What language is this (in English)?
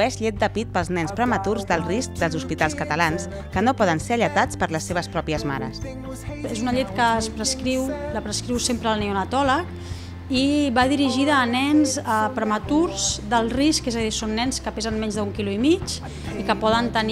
Catalan